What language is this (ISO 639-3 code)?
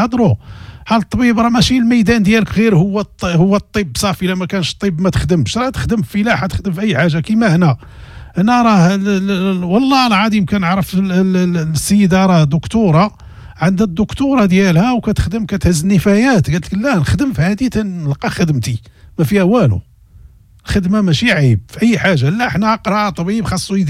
ary